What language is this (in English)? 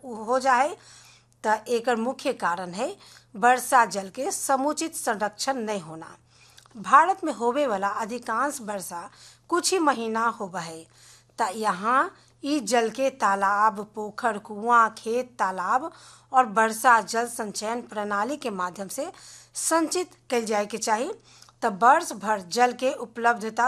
Bhojpuri